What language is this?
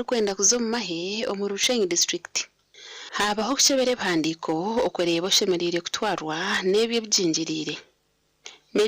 Nyankole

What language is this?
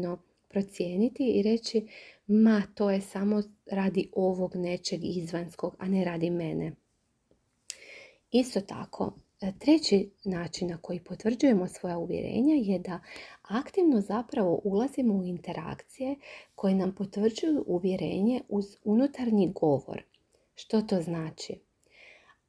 Croatian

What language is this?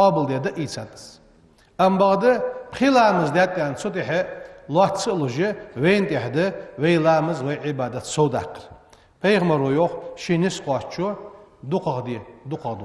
Ingush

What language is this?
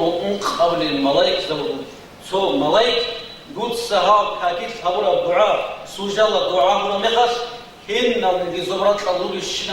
Avaric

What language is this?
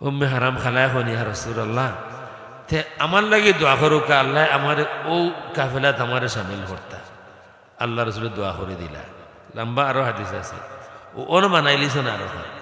Sylheti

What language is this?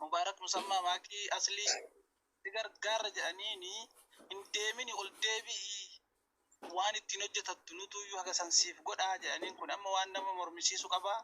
Oromo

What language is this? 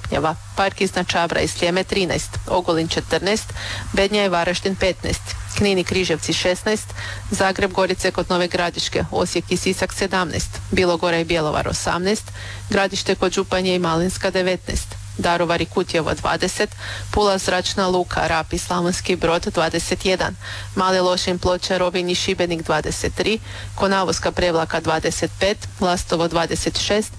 Croatian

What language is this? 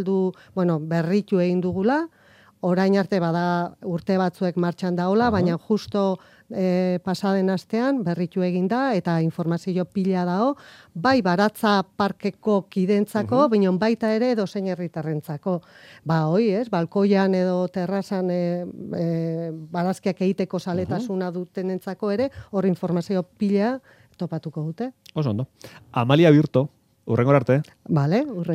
Basque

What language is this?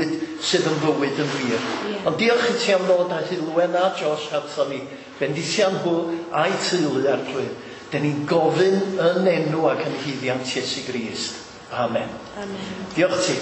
Welsh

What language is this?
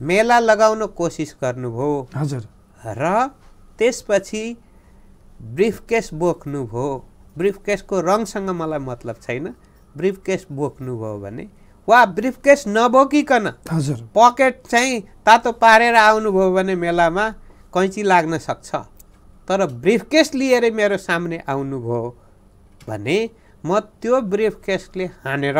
Nepali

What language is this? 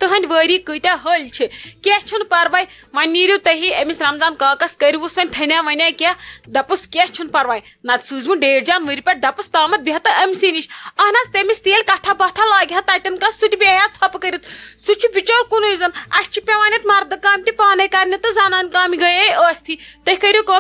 Kashmiri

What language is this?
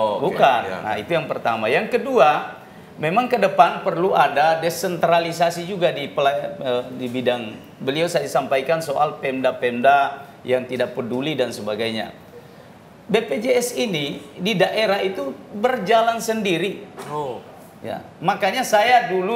Indonesian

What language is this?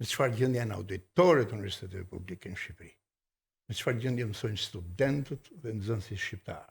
Albanian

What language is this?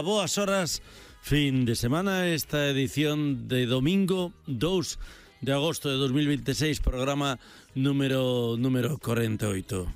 Galician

